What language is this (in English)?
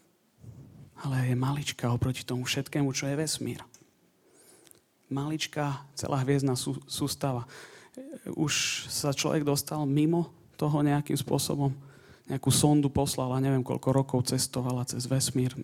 Slovak